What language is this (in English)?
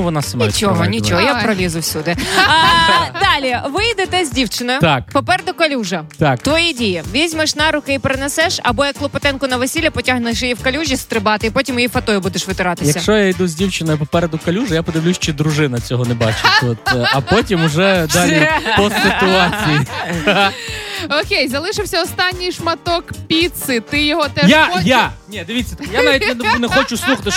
Ukrainian